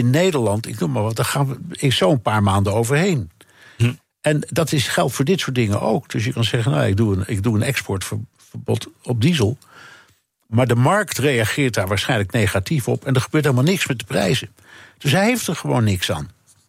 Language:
Dutch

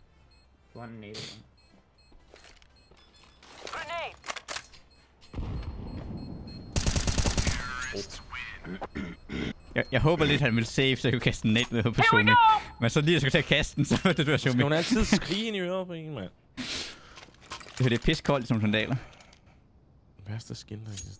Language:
Danish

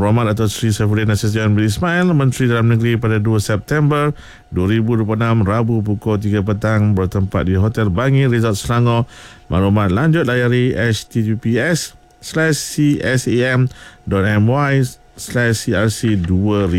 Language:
Malay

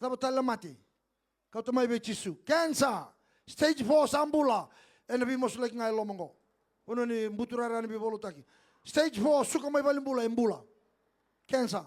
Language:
Fijian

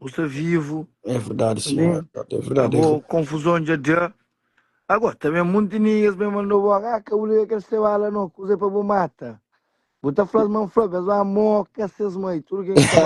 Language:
Kabuverdianu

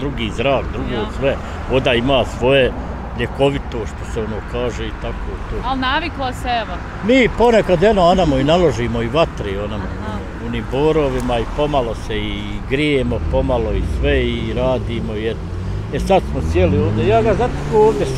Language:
Bosnian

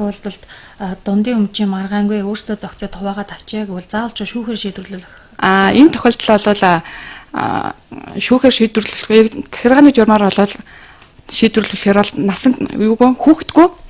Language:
Mongolian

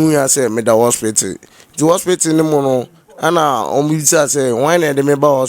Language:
Akan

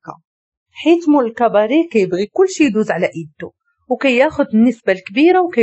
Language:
Moroccan Arabic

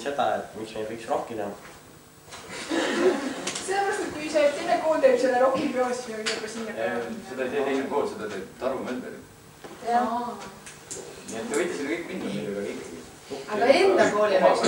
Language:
Estonian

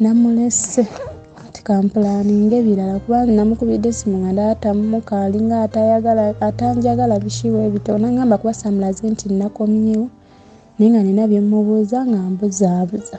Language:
Ganda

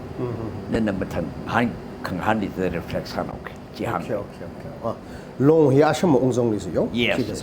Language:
Tangkhul Naga (India)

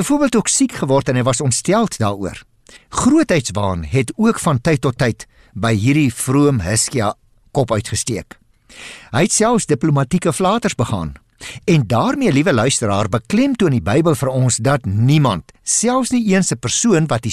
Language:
Afrikaans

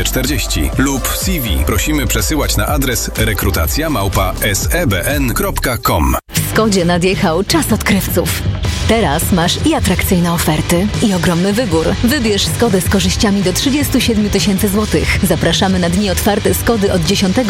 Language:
Polish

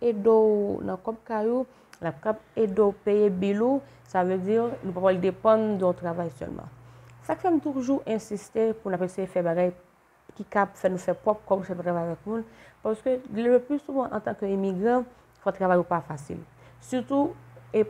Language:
Haitian Creole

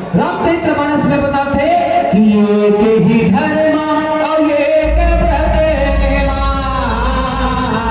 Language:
Chhattisgarhi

